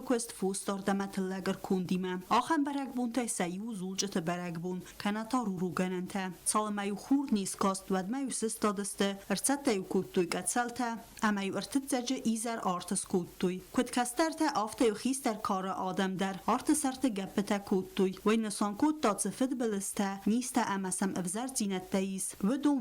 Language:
Ossetic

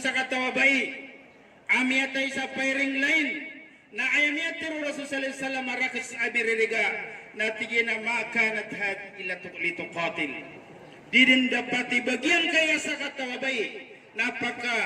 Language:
Maranao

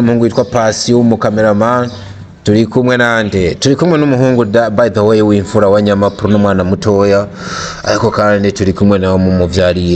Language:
Rundi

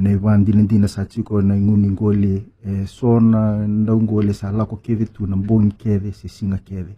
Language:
Fijian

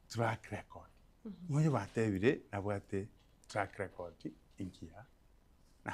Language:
Gusii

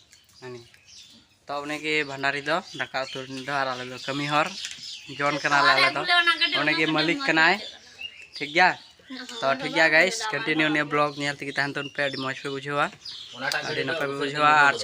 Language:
Santali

